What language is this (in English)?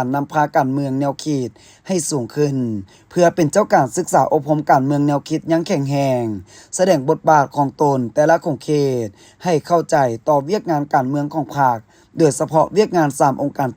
Lao